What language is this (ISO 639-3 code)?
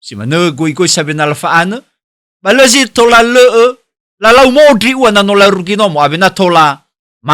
nia